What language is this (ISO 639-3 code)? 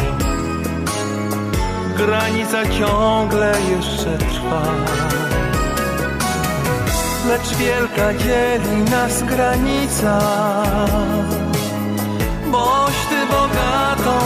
pol